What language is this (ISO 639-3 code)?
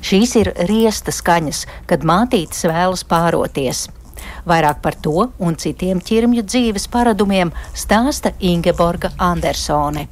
lav